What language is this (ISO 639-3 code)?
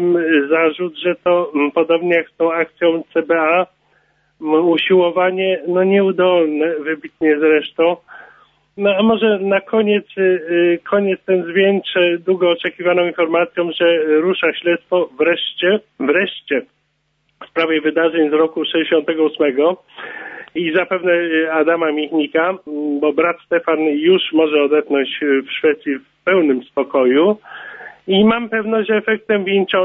pol